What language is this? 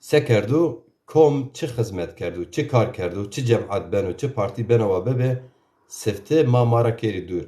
Zaza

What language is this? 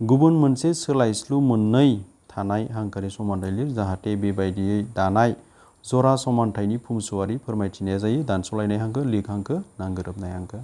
Bodo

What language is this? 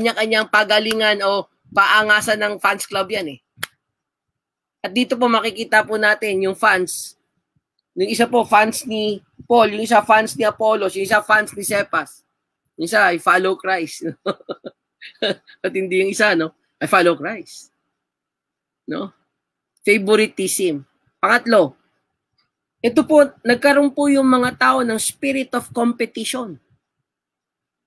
Filipino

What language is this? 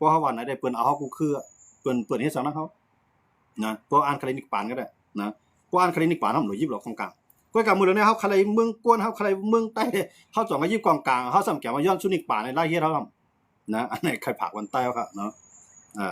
Shan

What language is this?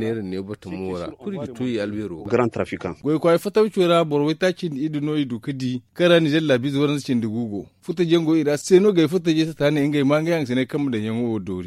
Zarma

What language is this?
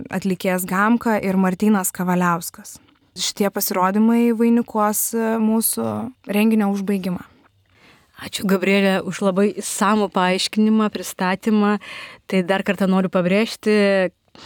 Lithuanian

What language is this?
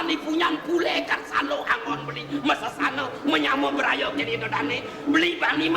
Balinese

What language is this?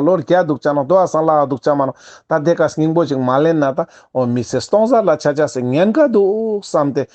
Ladakhi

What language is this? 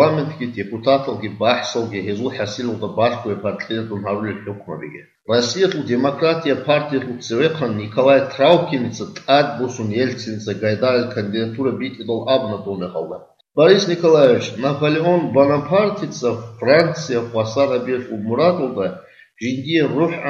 Avaric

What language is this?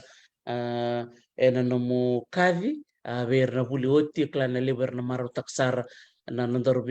Fijian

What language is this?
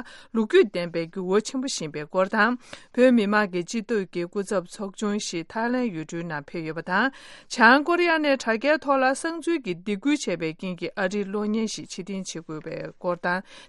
Tibetan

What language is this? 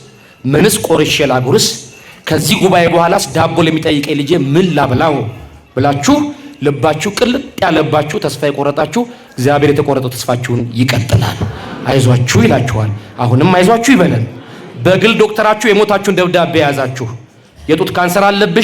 Amharic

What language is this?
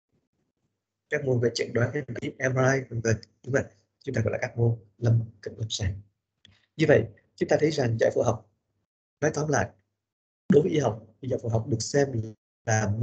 Vietnamese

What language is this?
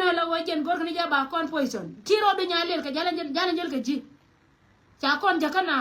Nuer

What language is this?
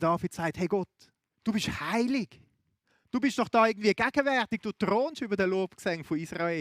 Swiss German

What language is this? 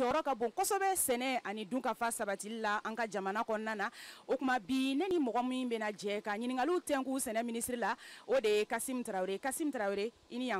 Bambara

